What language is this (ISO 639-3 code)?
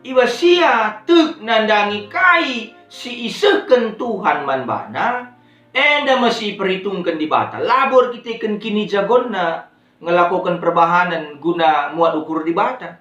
btx